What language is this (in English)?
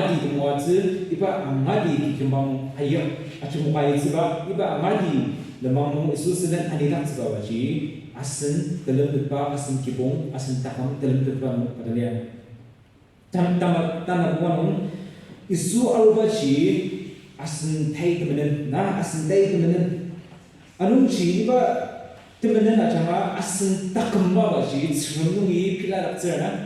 Ao Naga